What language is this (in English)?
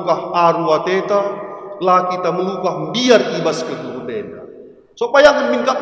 Batak Karo